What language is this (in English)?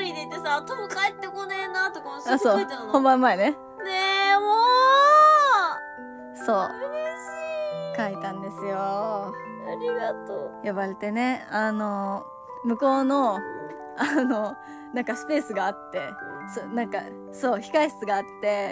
Japanese